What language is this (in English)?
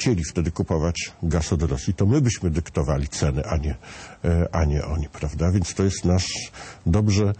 Polish